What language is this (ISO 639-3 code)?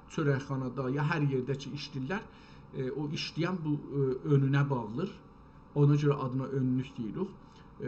azb